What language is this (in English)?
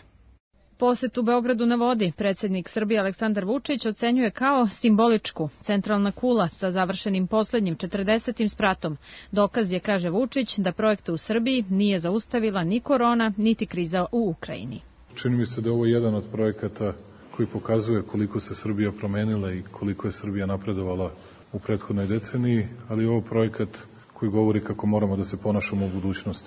Serbian